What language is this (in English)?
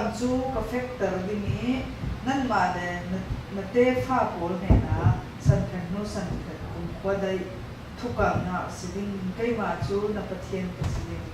Falam Chin